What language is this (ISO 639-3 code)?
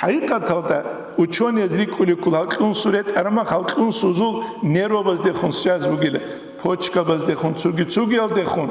ava